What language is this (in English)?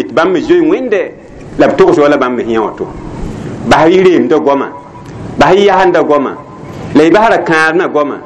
Mossi